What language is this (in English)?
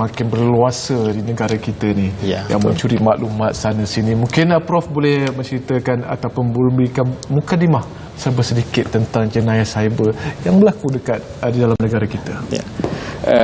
Malay